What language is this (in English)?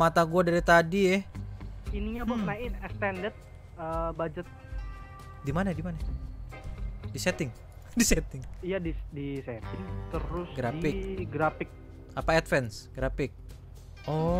Indonesian